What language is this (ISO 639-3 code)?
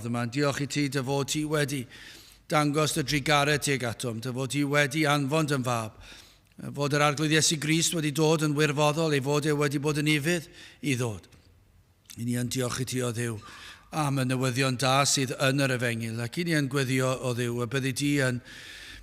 cym